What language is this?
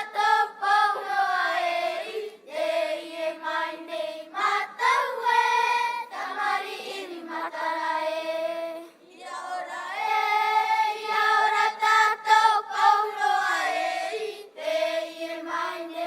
Tahitian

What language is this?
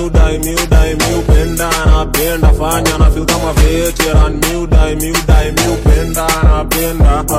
Swahili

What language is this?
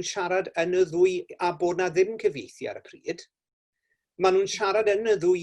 Welsh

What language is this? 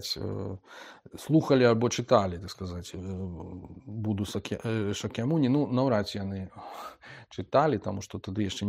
Belarusian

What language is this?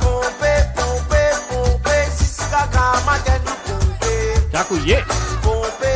Morisyen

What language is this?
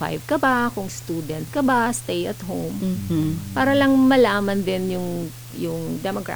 Filipino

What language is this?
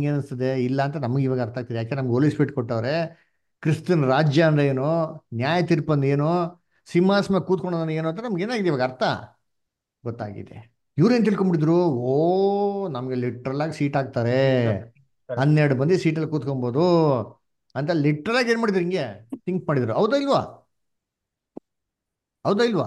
Kannada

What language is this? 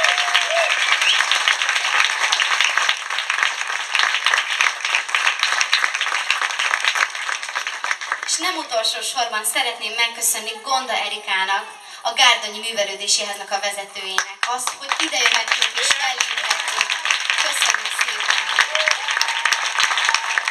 Hungarian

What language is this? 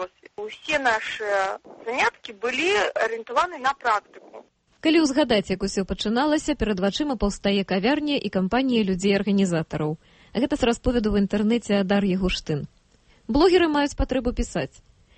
Belarusian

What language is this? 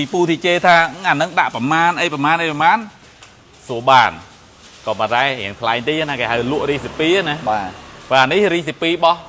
Khmer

